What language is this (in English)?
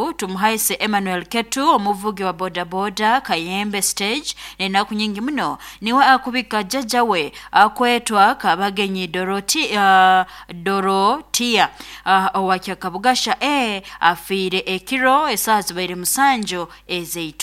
Nyoro